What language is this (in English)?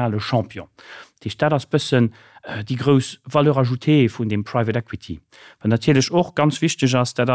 Luxembourgish